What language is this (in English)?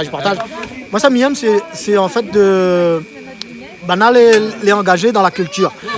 Réunion Creole French